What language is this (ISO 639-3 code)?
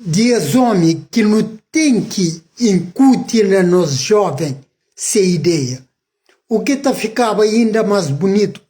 kea